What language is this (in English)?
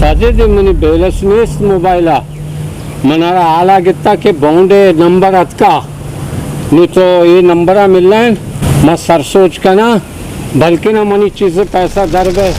Baluchi